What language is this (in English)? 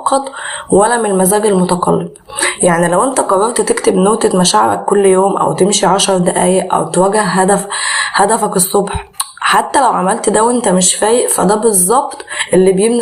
Egyptian Arabic